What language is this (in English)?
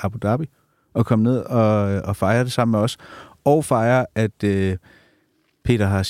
Danish